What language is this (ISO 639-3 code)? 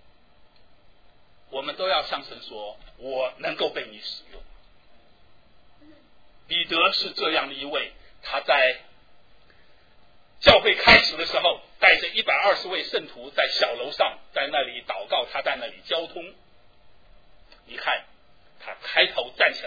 zho